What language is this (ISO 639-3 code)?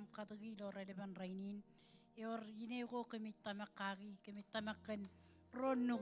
mah